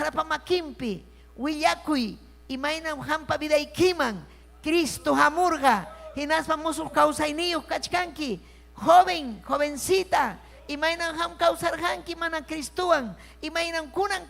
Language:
Ayacucho Quechua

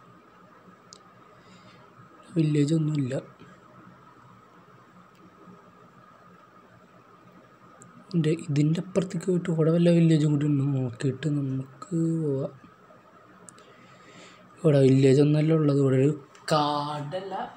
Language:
Malayalam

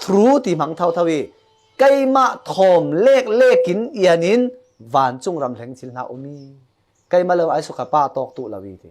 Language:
Falam Chin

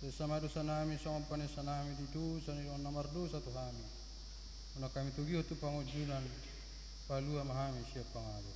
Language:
Batak Toba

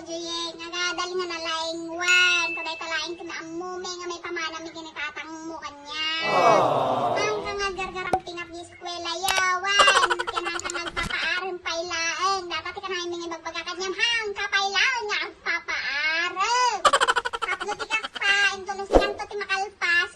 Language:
Iloko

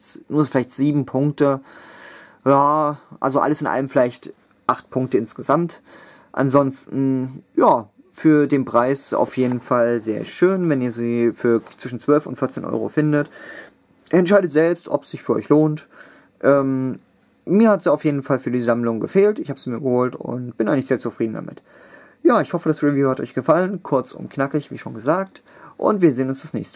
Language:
German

